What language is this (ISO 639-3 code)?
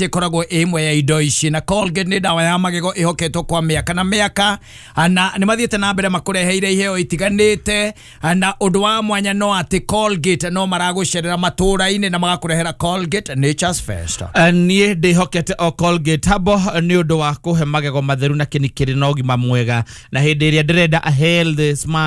kik